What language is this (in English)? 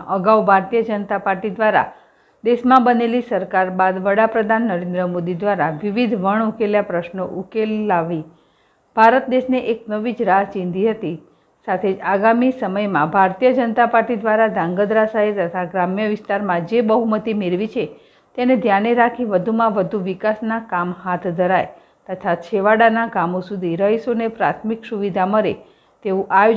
Gujarati